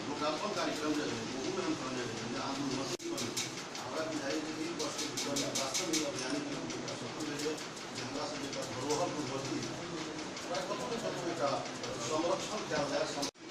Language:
Maithili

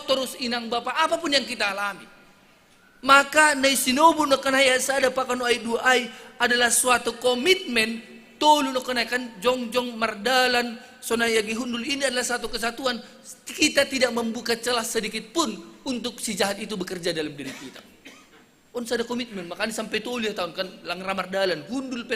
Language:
Batak Simalungun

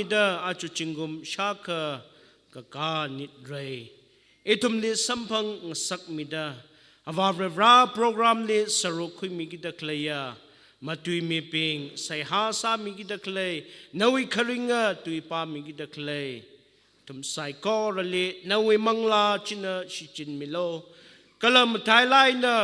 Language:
Tangkhul Naga (India)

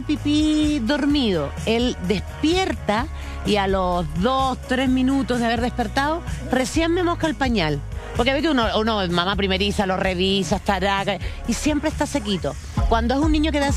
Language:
Spanish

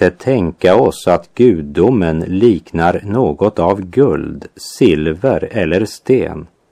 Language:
Swedish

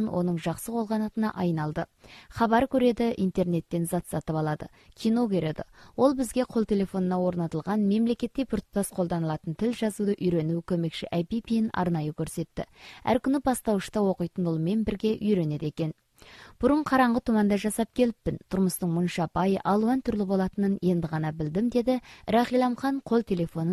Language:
Kazakh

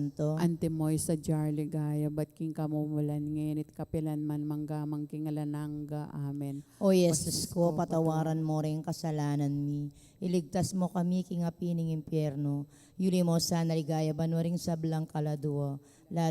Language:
Pampanga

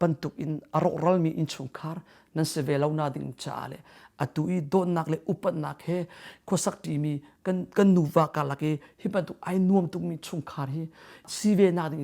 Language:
Hakha Chin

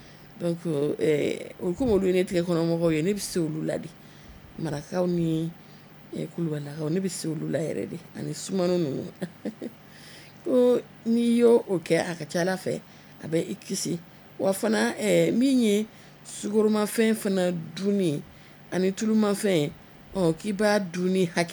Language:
Bambara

